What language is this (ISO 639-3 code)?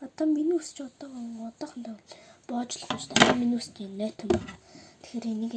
mon